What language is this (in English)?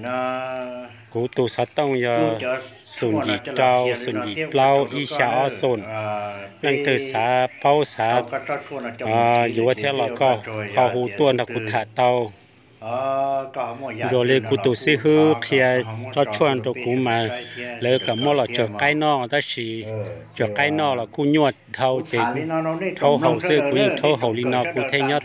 Vietnamese